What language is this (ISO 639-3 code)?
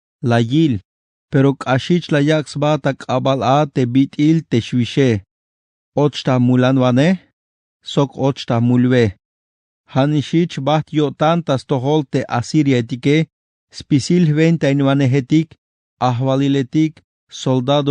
tzh